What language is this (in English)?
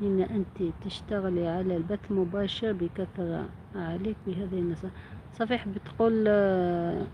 Algerian Arabic